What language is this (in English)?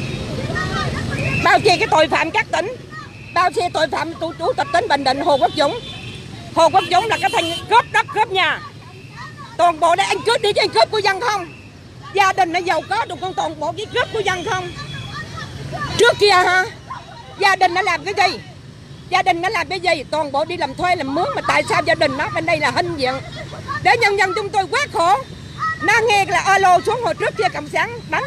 Vietnamese